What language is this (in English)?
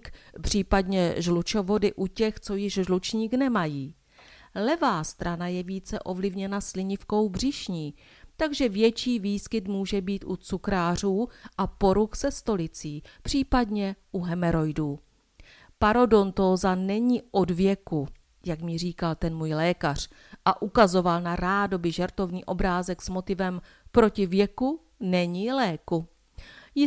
Czech